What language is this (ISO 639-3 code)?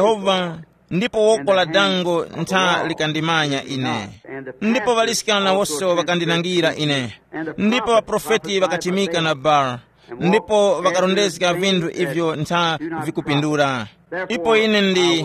tum